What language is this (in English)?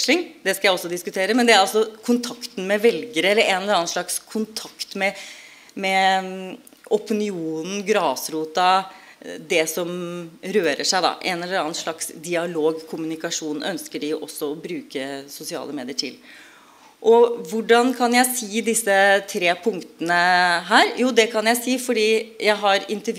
Norwegian